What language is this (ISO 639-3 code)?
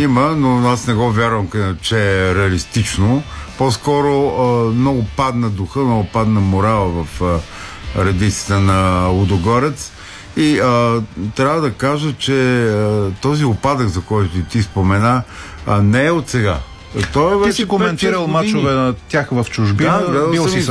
bul